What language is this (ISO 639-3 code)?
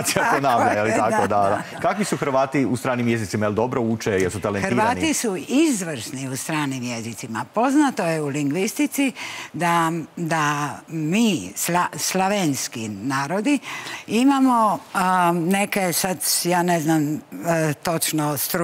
hrv